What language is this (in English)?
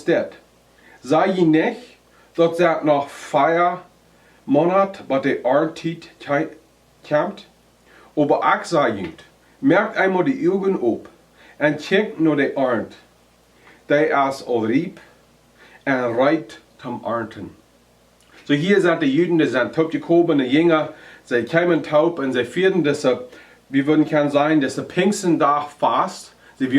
Plautdietsch